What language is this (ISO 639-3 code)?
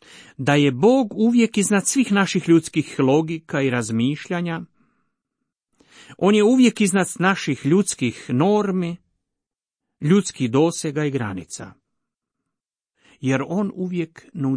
hrv